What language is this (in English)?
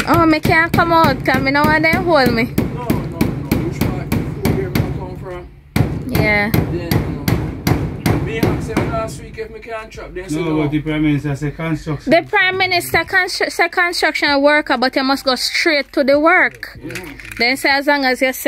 Jamaican Creole English